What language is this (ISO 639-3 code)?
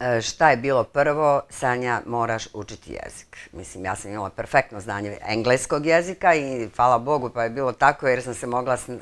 bos